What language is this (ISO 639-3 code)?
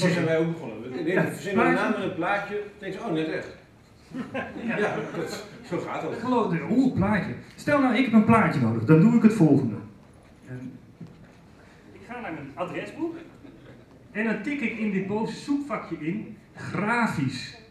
nld